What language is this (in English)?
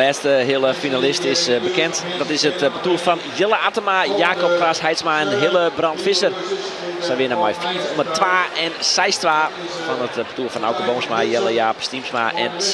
Western Frisian